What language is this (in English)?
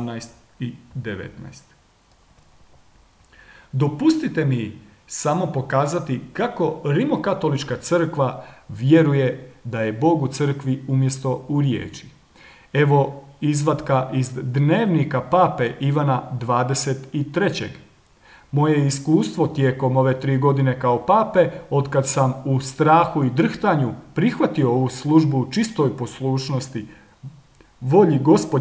Croatian